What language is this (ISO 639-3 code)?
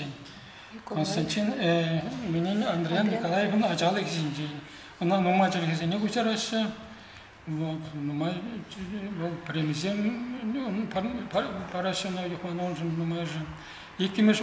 chv